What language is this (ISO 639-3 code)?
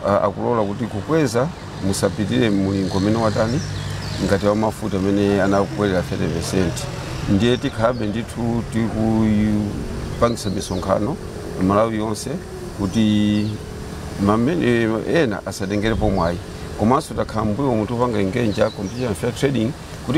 nya